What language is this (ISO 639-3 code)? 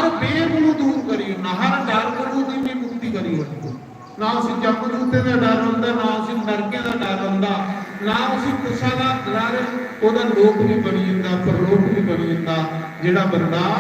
doi